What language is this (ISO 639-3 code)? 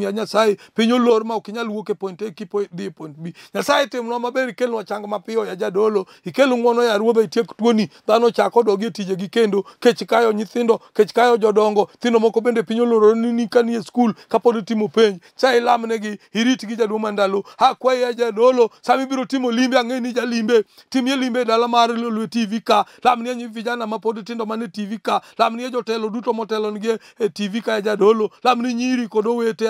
luo